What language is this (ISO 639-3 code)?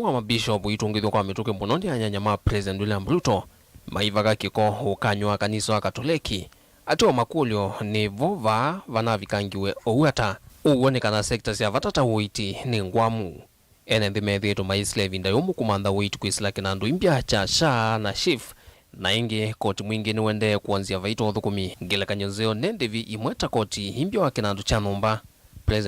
kam